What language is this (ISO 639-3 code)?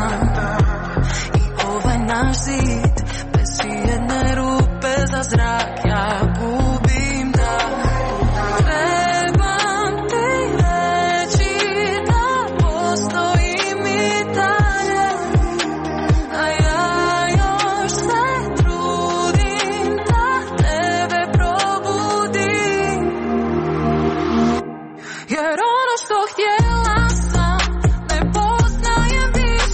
hrv